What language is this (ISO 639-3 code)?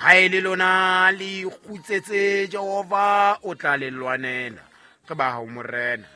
sot